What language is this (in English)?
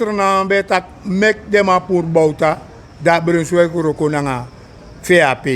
Sranan Tongo